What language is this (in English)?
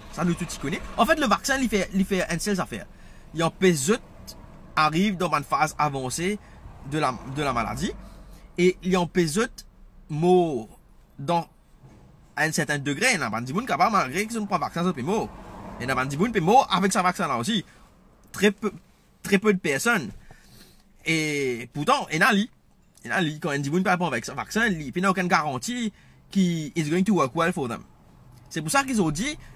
Morisyen